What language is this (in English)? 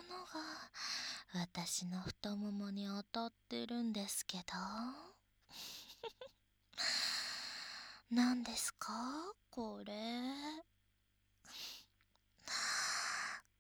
Japanese